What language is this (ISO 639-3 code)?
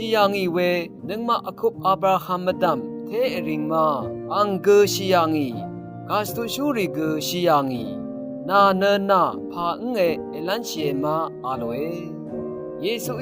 raw